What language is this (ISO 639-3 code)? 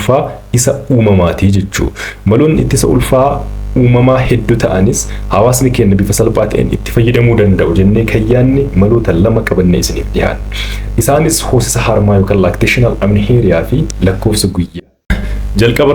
orm